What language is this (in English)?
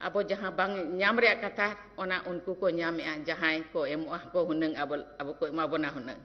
Santali